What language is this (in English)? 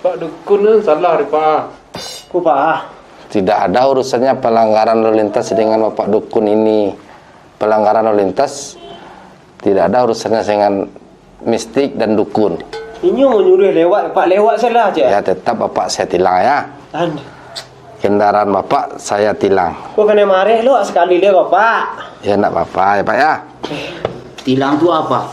Minangkabau